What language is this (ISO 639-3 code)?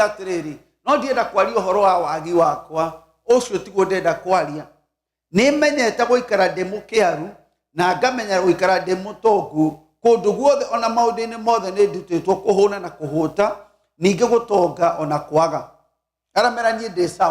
kik